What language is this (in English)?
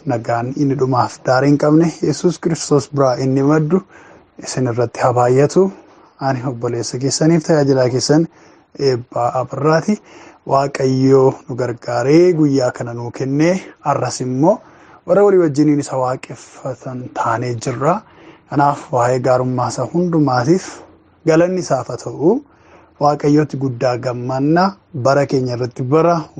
Oromo